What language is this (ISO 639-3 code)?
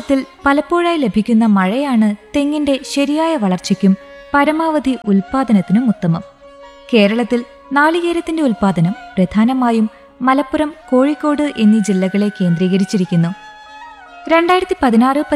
mal